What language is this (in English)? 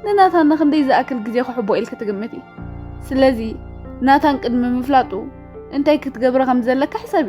Tigrinya